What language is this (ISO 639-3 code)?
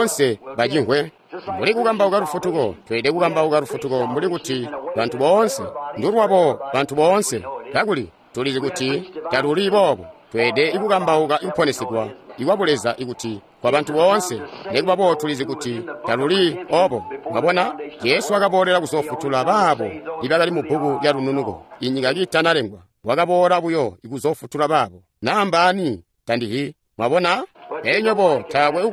toi